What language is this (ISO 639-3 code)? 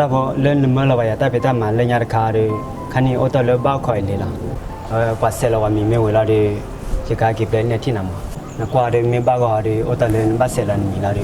ksw